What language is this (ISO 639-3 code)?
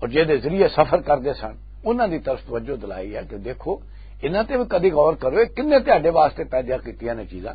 lah